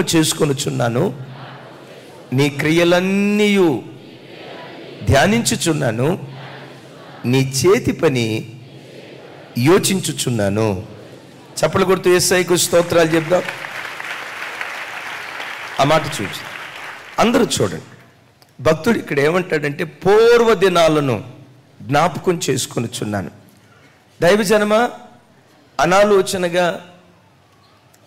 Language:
Telugu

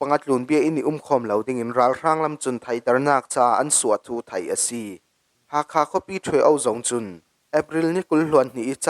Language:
Falam Chin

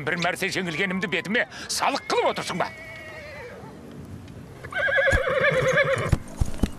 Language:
Kazakh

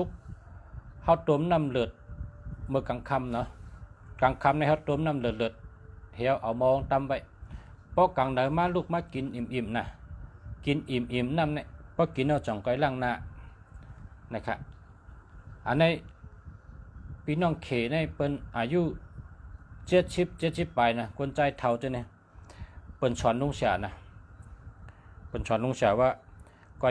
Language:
Shan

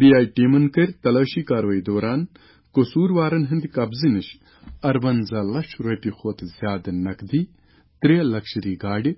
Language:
Kashmiri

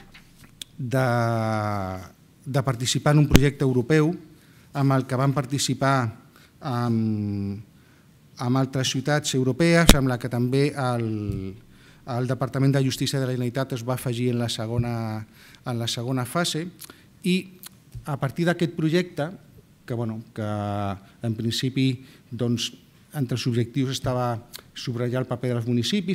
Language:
Catalan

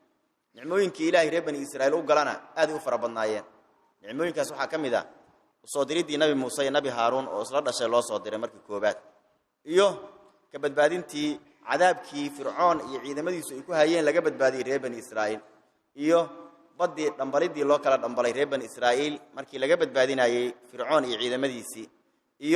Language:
Somali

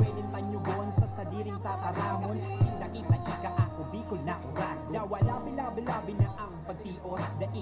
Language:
Bikol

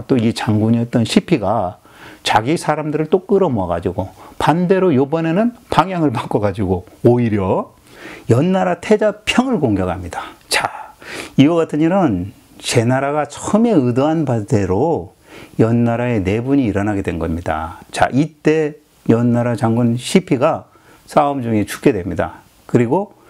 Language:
Korean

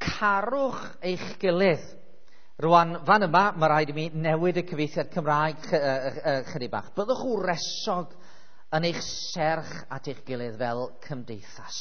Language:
Welsh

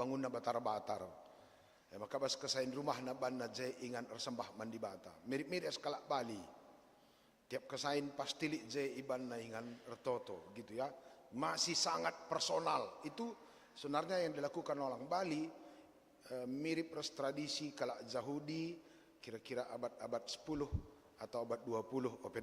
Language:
Batak Karo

